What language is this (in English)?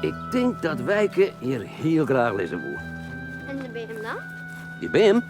Western Frisian